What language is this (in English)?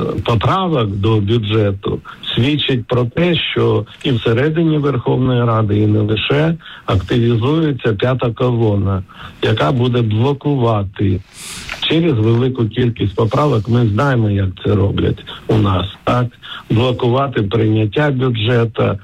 Ukrainian